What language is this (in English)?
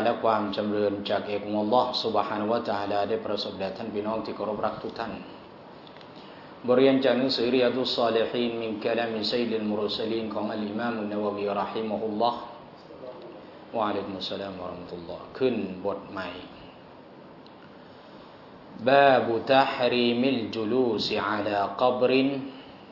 Thai